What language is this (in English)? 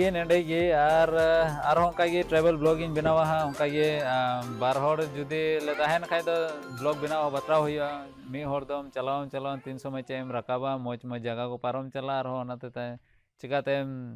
Santali